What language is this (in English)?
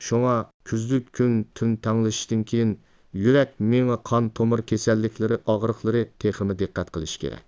Uyghur